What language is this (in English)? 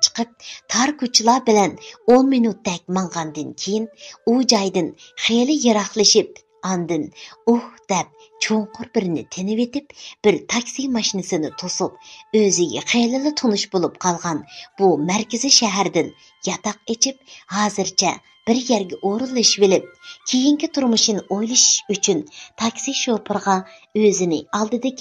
Uyghur